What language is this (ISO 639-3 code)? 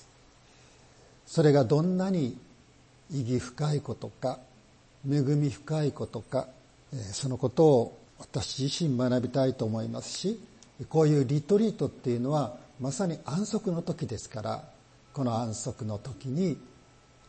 jpn